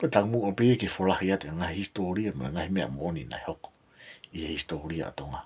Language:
Tongan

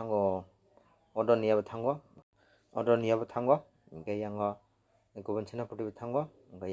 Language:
Kok Borok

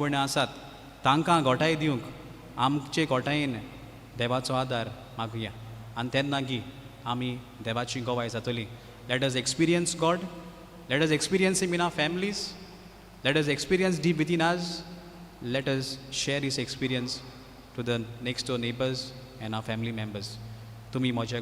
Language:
Konkani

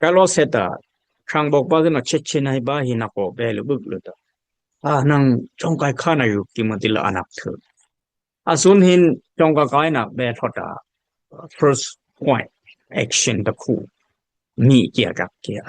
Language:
Dimasa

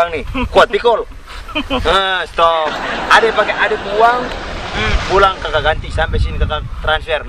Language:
Ambonese Malay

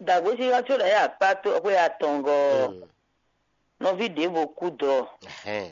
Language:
Fon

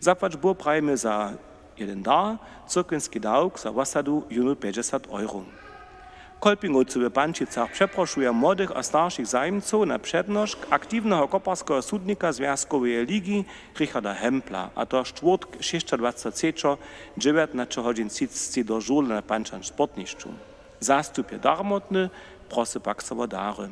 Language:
Upper Sorbian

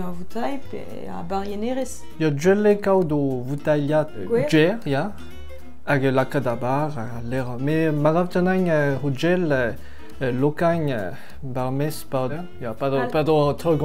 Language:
Breton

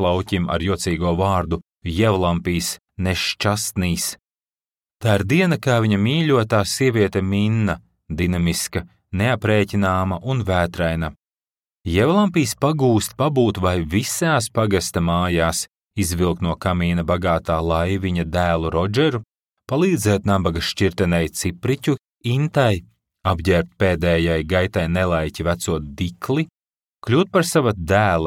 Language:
Latvian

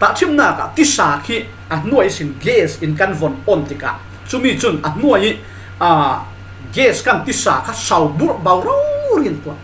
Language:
Falam Chin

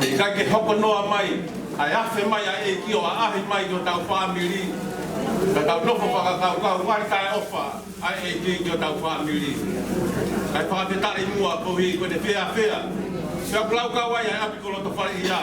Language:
Tongan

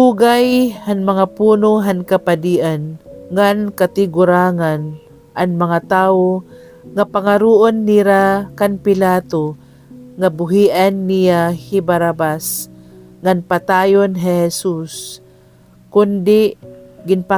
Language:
Waray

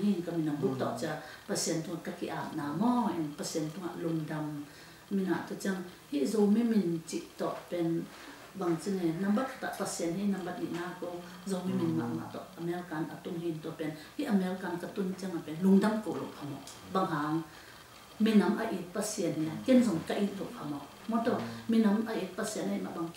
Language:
Tedim Chin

